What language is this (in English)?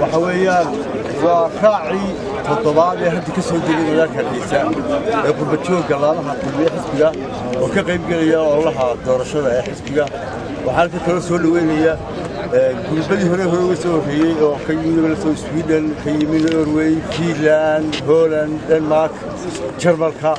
Somali